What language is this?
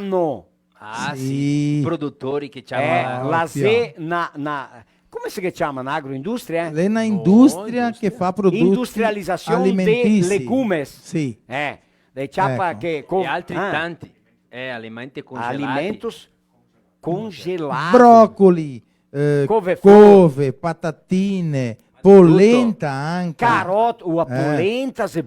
Venetian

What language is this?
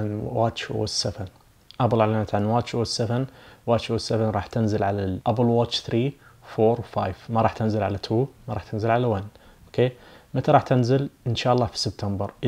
Najdi Arabic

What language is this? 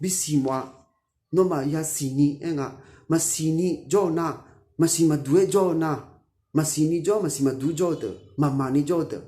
Akha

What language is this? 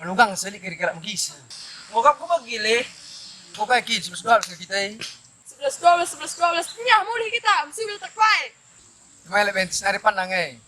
Batak Karo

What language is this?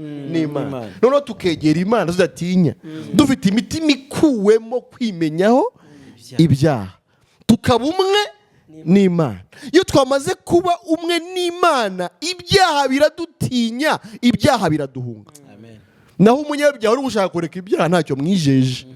Kinyarwanda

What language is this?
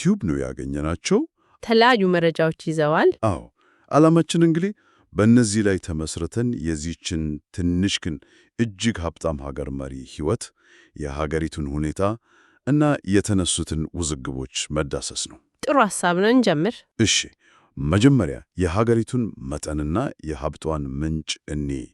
Amharic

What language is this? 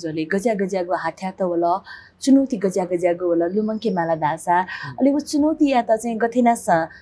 Newari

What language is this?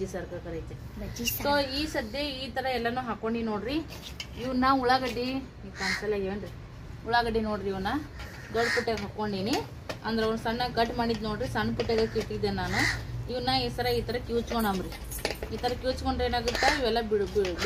Kannada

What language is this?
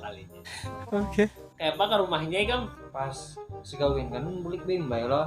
Banjar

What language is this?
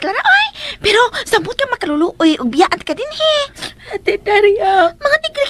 Cebuano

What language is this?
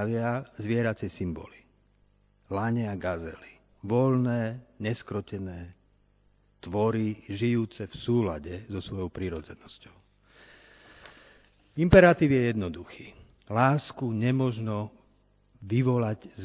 Slovak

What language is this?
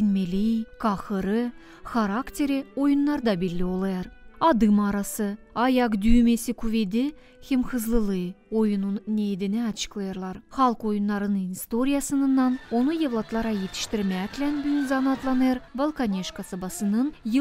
Gagauz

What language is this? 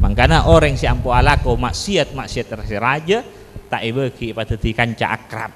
Madurese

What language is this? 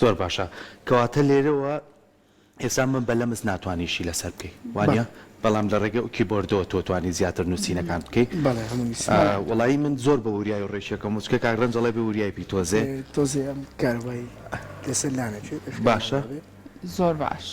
Central Kurdish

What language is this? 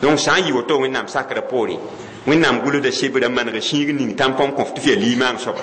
Mossi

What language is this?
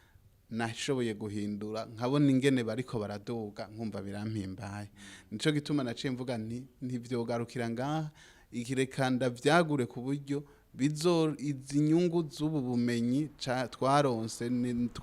Rundi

